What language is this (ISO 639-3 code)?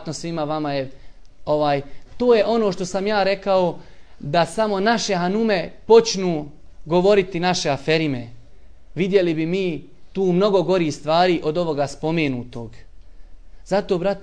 bos